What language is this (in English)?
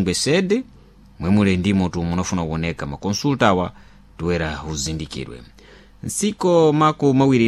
Sena